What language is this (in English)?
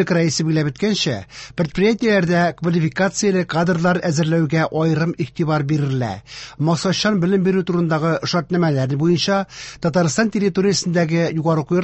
Tatar